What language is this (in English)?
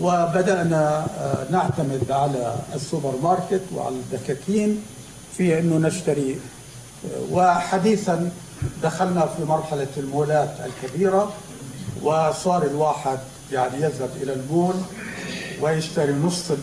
North Levantine Arabic